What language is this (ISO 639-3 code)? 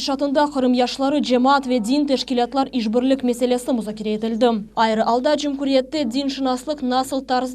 crh